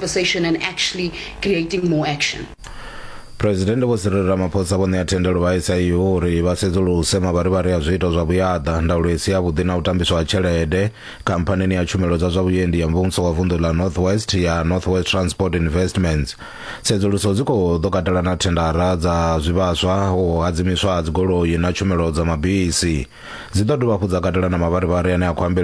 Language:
Venda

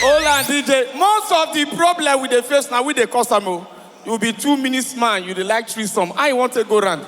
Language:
Nigerian Pidgin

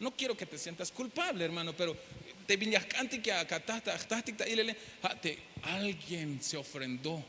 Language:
Tzeltal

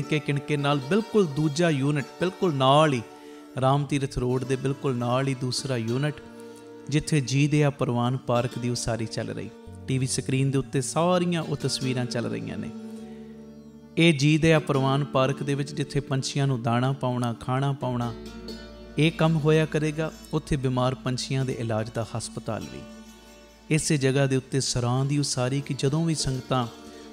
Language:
Punjabi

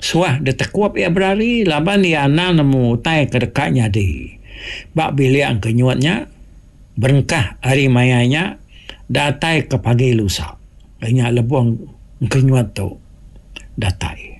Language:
Iban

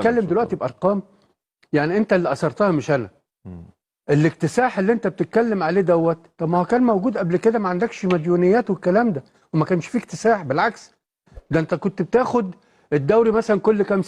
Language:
Egyptian Arabic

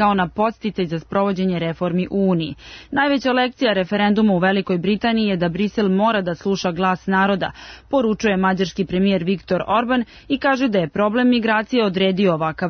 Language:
Serbian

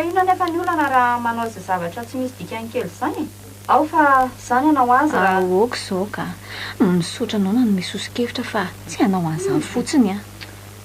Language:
Malagasy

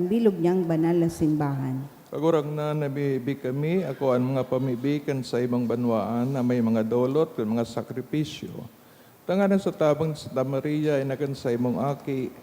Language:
Bikol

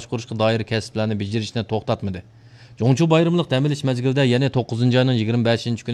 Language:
Uyghur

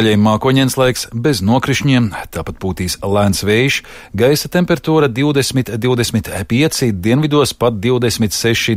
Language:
Latvian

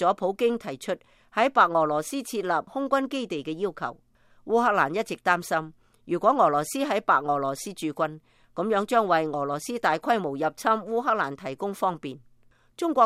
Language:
Cantonese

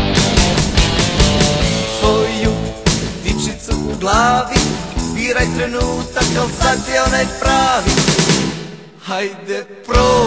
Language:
Croatian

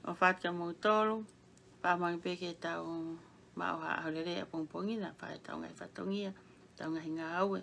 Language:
Tongan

